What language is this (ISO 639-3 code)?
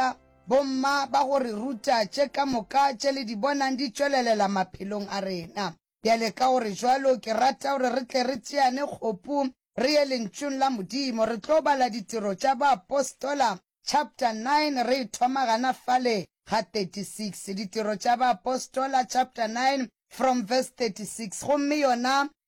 nso